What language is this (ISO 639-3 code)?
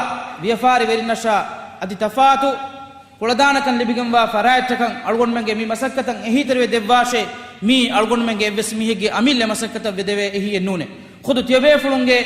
div